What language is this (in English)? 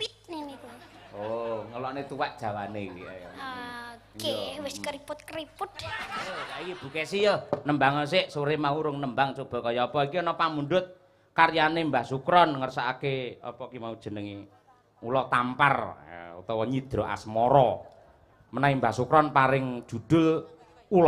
Javanese